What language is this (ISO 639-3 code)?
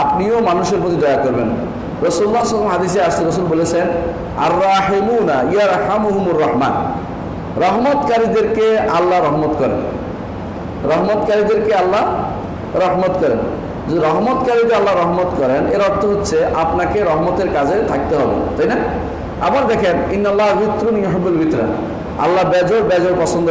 ben